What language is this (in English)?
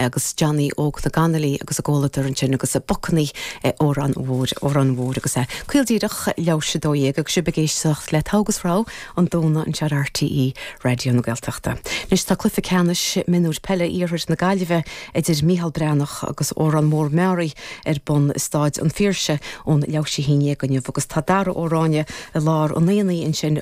Irish